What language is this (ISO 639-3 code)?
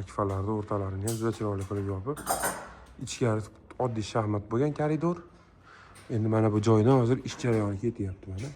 uzb